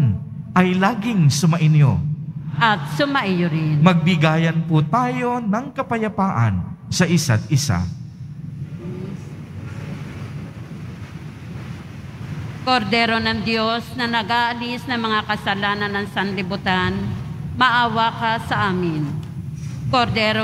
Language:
Filipino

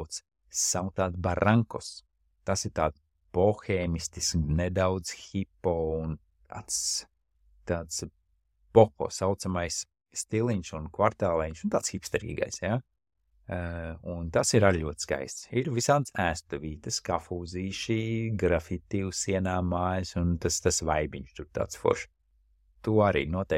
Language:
Latvian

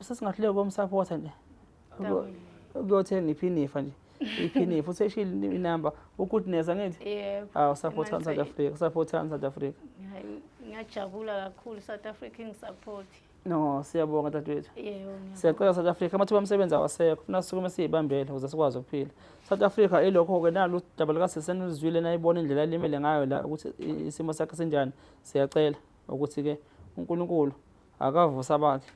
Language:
Zulu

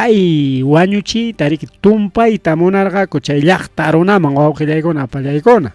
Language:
Ayacucho Quechua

